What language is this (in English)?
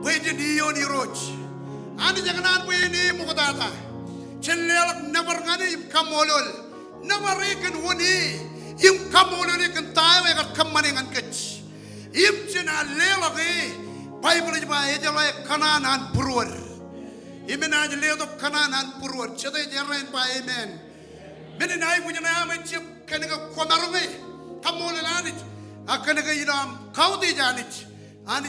Marshallese